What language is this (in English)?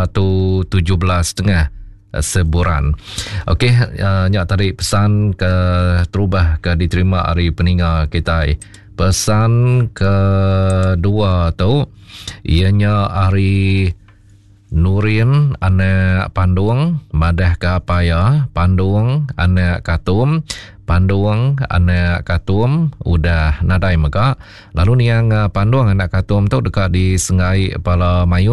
Iban